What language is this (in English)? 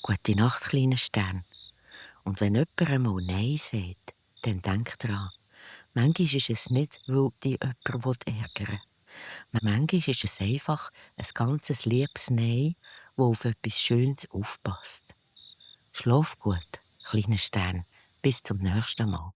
Swiss German